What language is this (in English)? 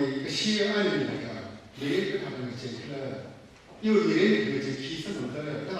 Tangkhul Naga (India)